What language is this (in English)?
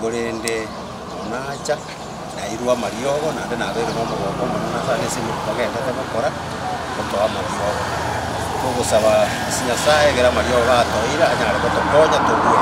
Gusii